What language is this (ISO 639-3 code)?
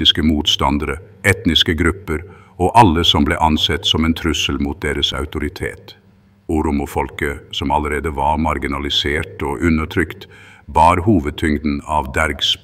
nob